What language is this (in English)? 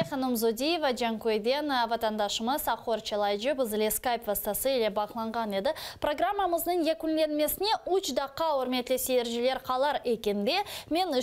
Crimean Tatar